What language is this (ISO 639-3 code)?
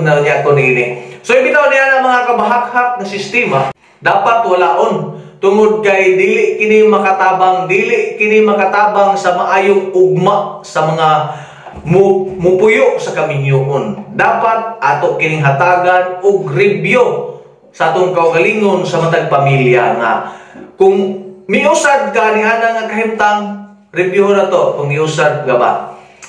ceb